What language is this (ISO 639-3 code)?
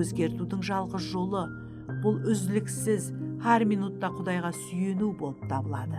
kaa